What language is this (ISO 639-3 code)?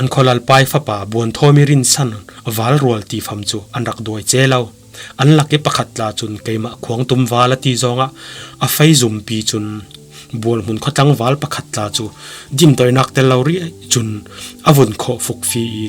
cfm